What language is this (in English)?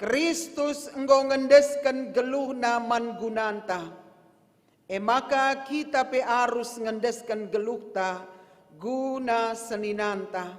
Batak Karo